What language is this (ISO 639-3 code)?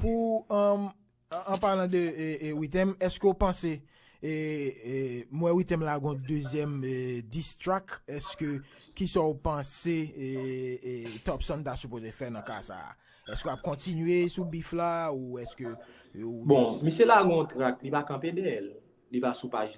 hat